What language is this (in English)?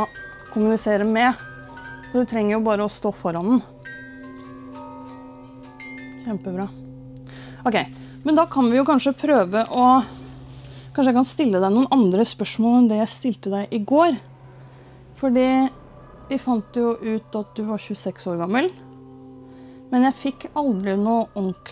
Norwegian